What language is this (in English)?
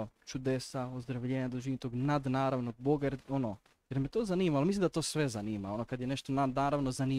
Croatian